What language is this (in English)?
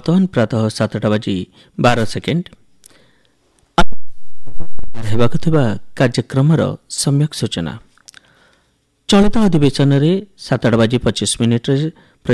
Odia